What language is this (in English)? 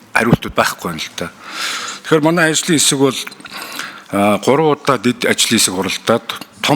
Mongolian